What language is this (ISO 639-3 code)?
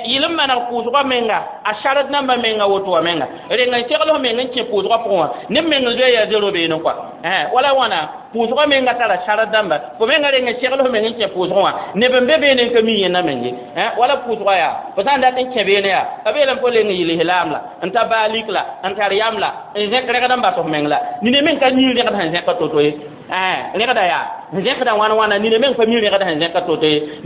mos